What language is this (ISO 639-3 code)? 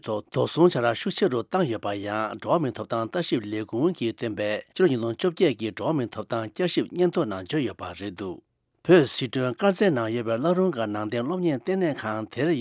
bod